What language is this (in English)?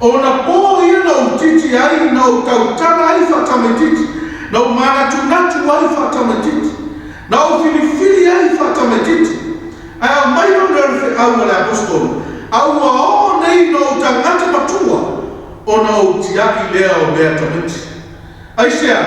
Samoan